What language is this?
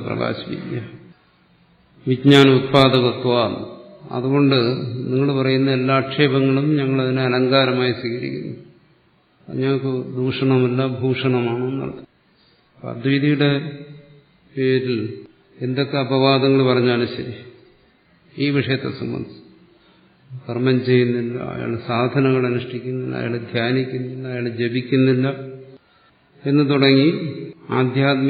Malayalam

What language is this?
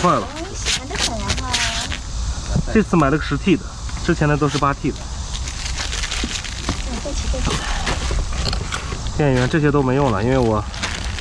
Chinese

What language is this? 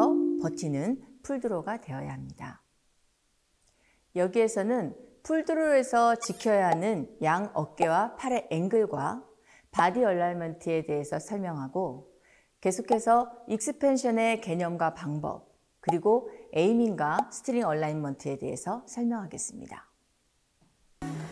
Korean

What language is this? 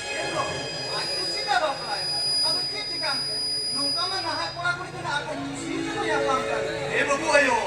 Santali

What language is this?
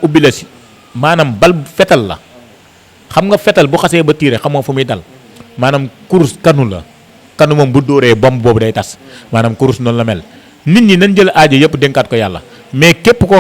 Wolof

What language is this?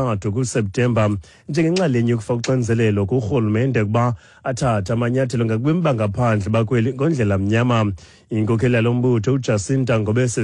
Xhosa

